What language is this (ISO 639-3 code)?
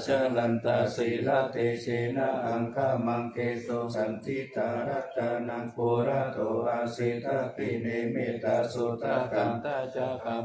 pli